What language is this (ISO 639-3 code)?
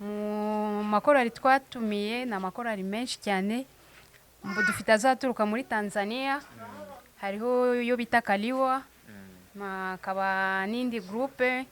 kin